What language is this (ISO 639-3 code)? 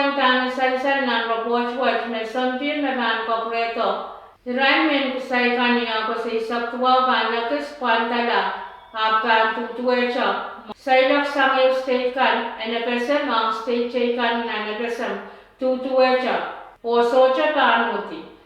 pon